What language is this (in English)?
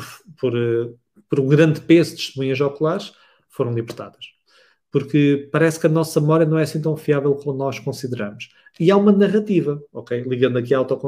Portuguese